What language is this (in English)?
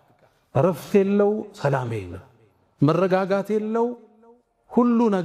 Amharic